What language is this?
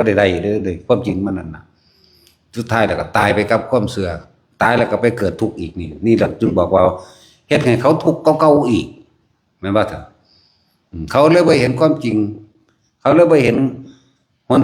Northeastern Thai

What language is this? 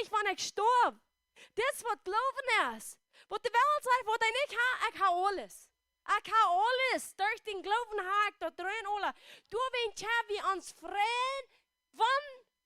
Plautdietsch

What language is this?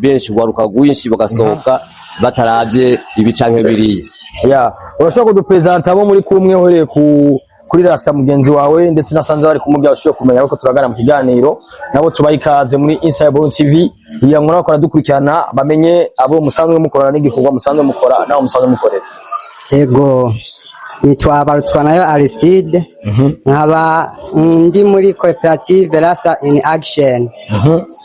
Rundi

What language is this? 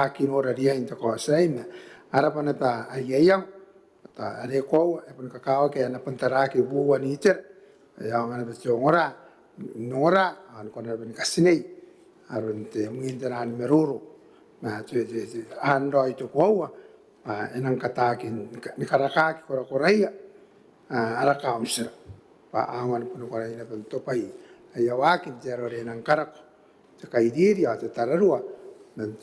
Gilbertese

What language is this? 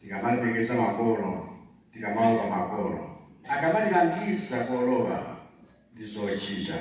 Nyanja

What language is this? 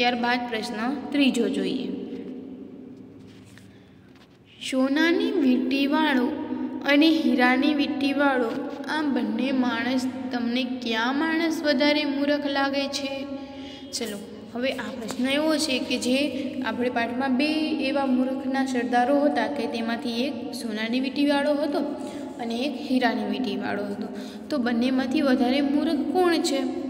Gujarati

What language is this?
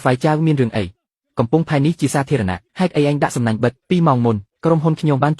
Khmer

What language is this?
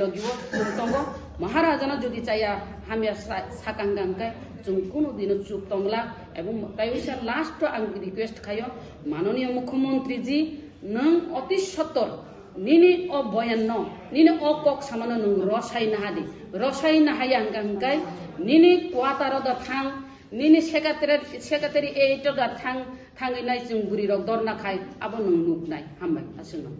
Kok Borok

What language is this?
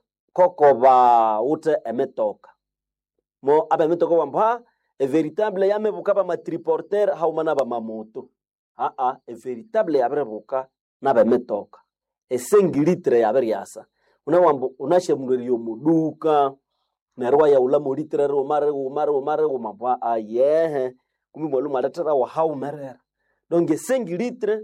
Nande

